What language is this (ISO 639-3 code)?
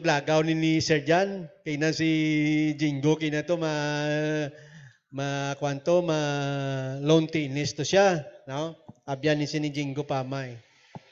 hil